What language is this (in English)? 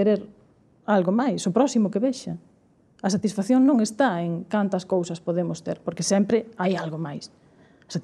Galician